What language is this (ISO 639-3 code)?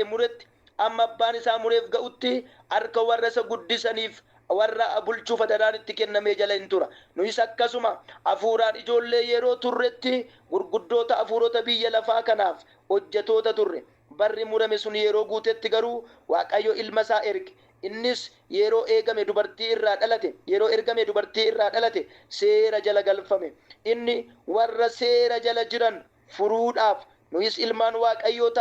orm